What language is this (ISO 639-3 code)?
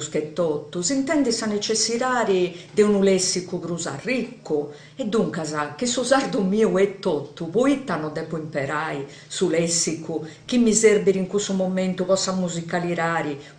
srd